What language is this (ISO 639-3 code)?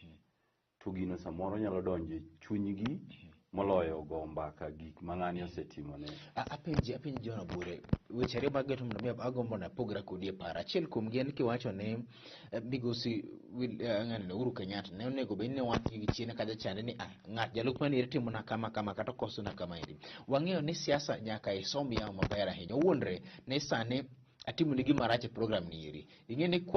luo